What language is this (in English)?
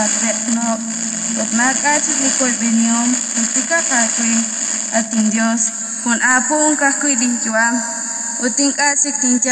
Kekchí